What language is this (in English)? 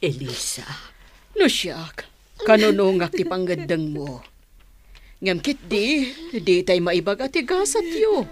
Iloko